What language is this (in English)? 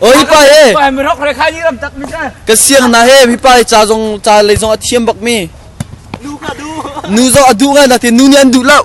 Hakha Chin